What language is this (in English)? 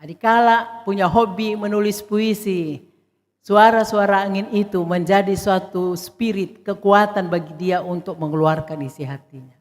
Batak Karo